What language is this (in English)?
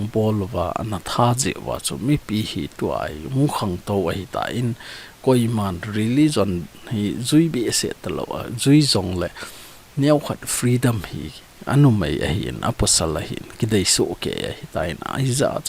Thado Chin